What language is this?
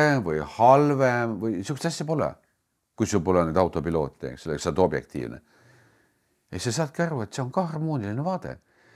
Estonian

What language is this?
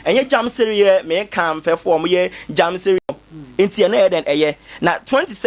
Akan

